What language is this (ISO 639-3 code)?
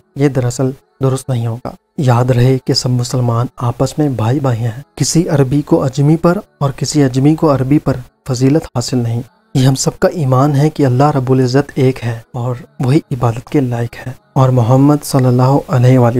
urd